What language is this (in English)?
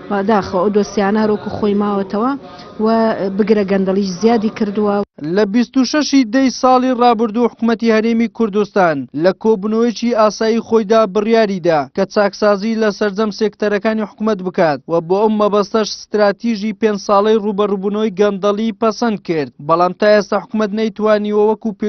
Central Kurdish